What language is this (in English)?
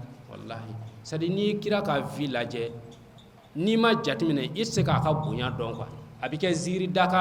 Bambara